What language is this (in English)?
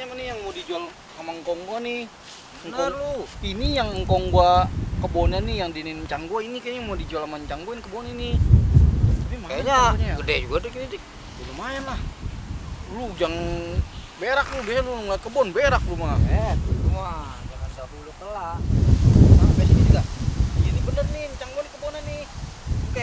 Betawi